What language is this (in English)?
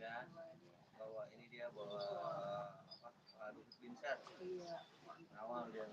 Betawi